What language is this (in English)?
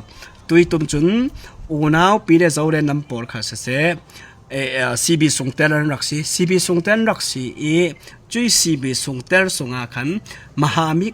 Hakha Chin